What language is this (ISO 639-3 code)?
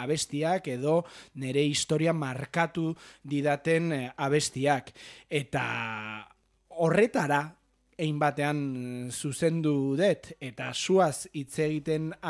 eus